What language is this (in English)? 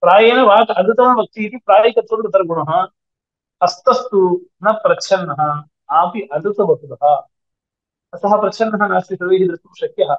Sanskrit